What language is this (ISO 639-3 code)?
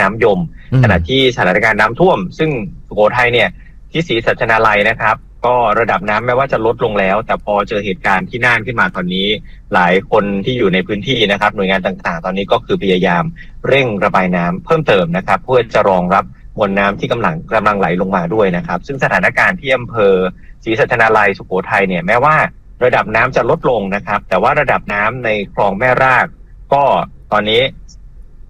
tha